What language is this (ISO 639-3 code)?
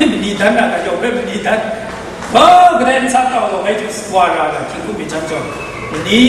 kac